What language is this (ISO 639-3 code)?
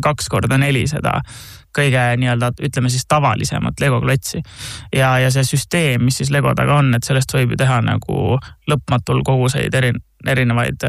est